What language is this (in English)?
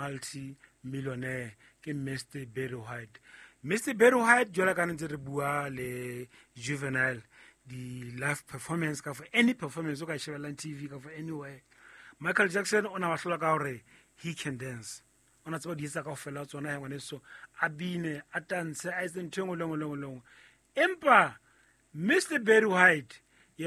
Southern Sotho